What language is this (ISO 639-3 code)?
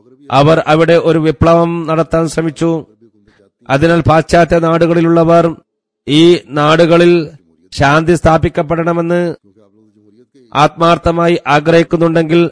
mal